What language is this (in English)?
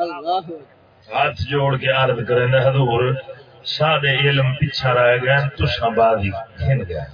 Saraiki